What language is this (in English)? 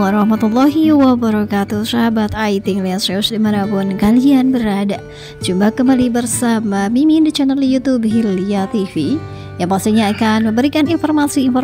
Indonesian